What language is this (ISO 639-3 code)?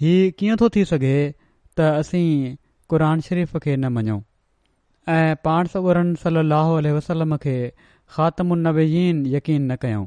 snd